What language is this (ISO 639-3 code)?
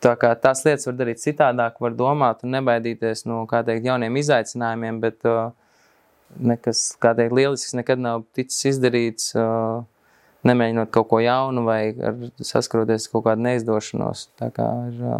lav